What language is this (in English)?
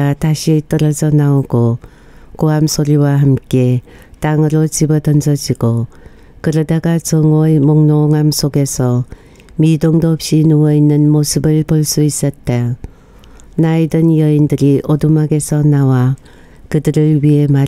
Korean